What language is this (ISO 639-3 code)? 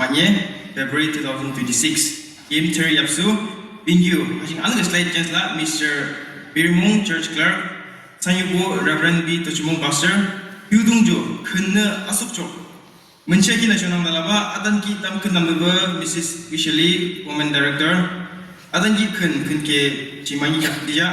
yim